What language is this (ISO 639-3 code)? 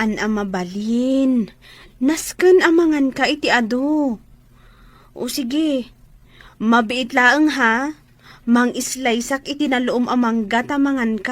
ilo